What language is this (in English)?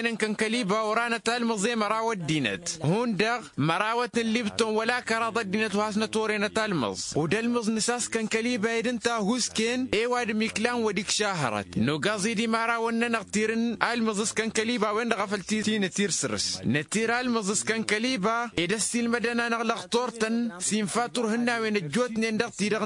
Tamasheq